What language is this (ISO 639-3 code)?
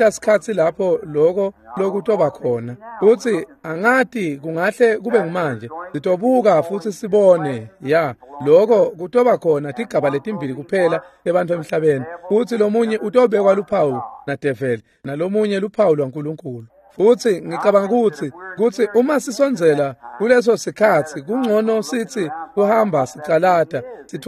ssw